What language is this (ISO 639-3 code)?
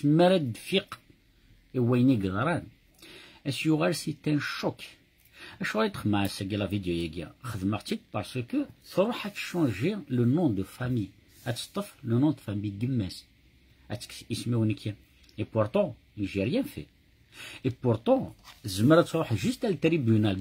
kab